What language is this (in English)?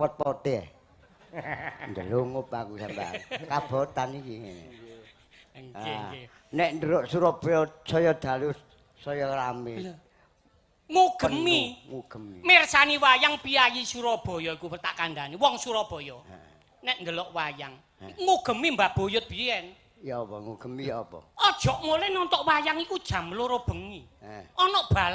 Javanese